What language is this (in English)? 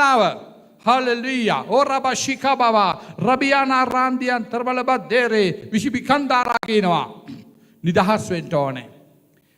Sinhala